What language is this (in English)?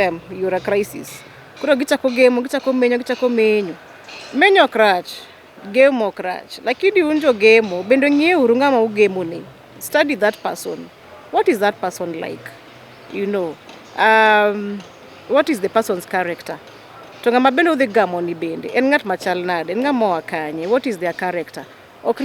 Luo (Kenya and Tanzania)